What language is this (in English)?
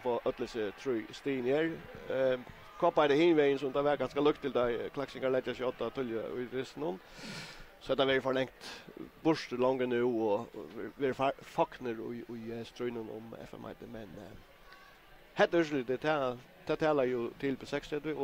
Faroese